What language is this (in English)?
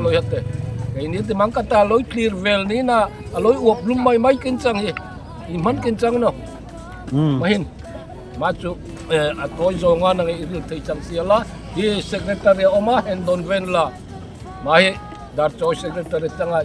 Darlong